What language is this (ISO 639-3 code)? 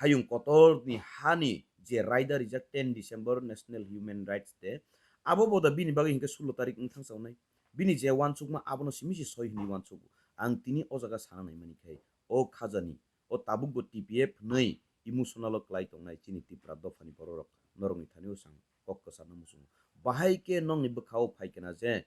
trp